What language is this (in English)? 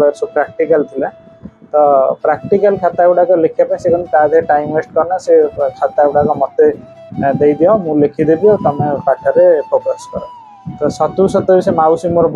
Odia